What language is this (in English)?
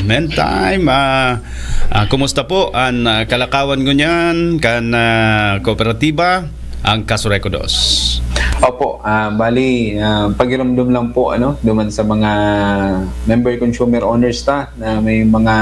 Bikol